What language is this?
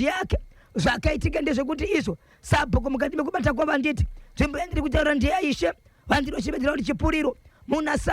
Shona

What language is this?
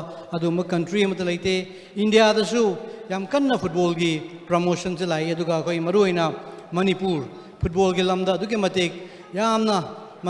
Manipuri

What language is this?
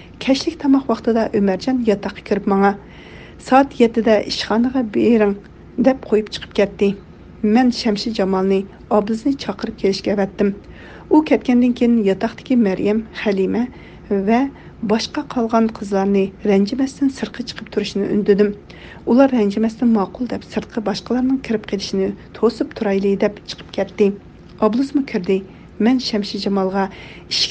Uyghur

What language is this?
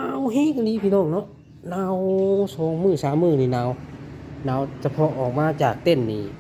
Lao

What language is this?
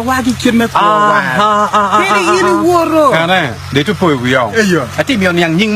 Acoli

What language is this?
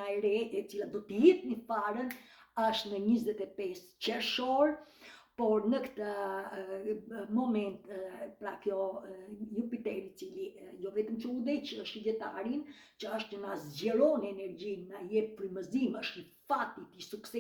Albanian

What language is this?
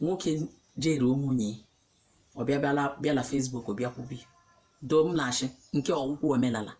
Igbo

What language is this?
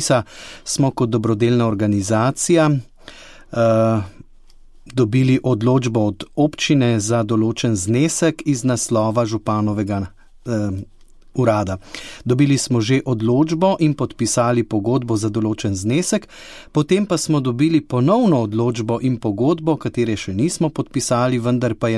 Slovenian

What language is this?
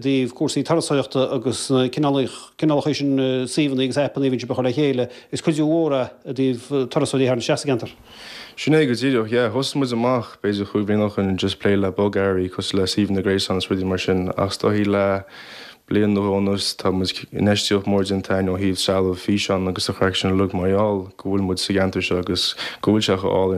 Irish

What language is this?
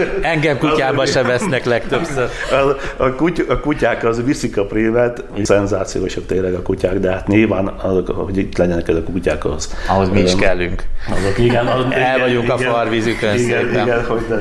Hungarian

